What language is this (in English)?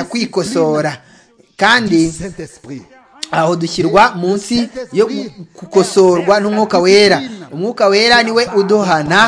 Kinyarwanda